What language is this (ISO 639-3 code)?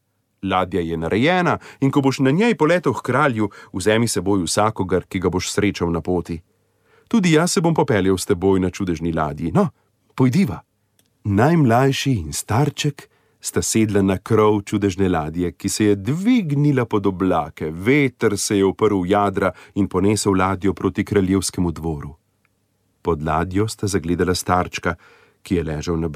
slv